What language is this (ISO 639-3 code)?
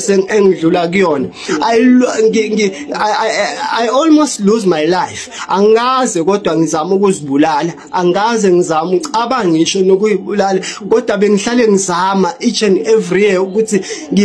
zul